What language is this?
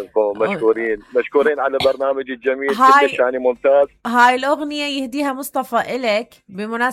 Mesopotamian Arabic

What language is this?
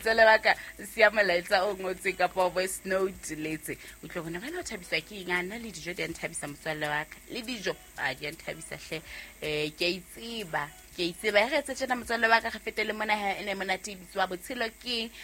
Southern Sotho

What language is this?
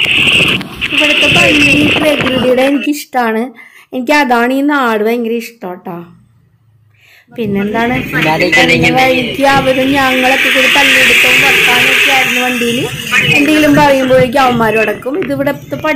Malayalam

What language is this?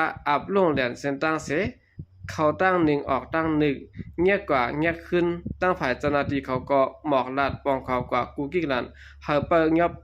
Shan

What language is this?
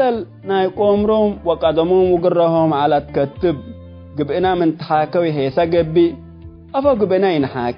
Tigre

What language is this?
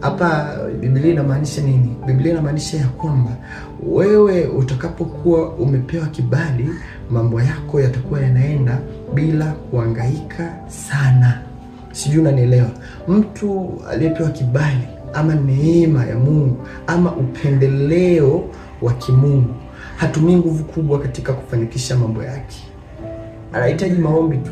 Swahili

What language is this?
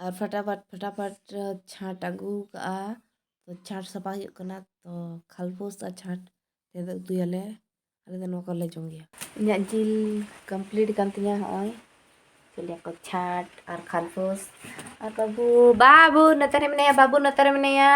Santali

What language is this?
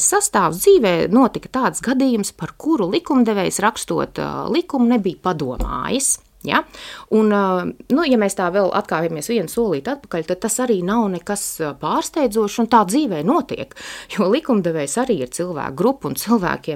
Latvian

